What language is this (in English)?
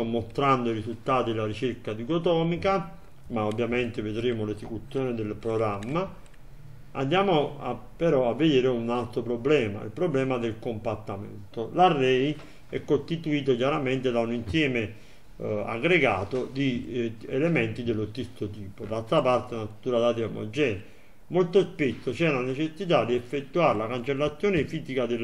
Italian